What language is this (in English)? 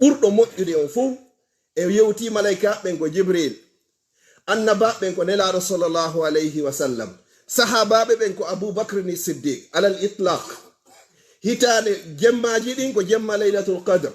Fula